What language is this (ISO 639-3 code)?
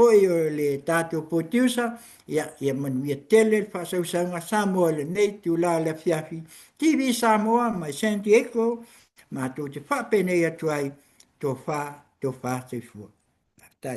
smo